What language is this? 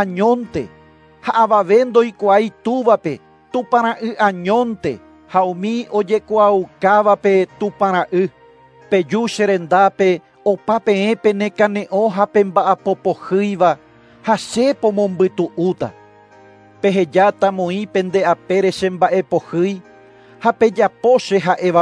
Guarani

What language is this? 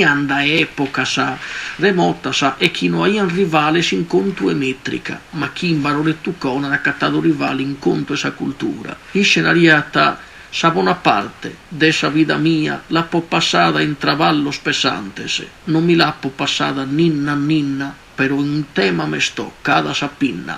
Sardinian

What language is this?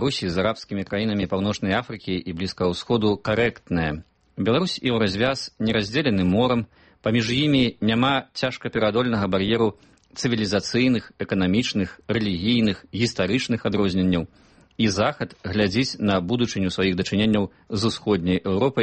Belarusian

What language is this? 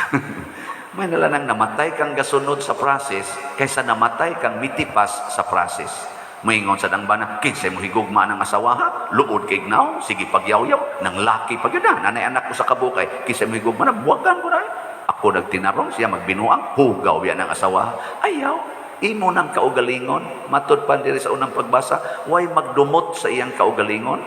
Cebuano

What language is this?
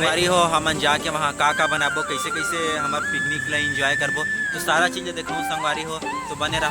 Chhattisgarhi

